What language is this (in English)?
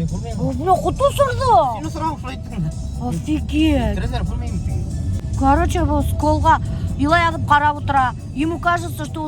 Bashkir